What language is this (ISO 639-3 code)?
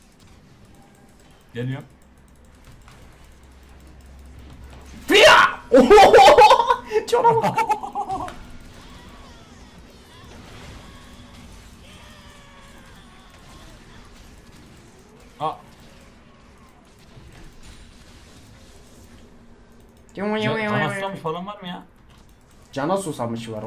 tur